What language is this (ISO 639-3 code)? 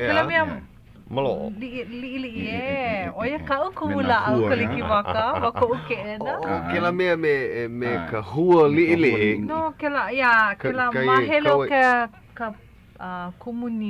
haw